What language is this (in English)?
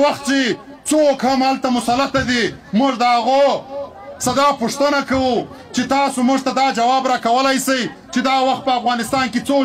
Pashto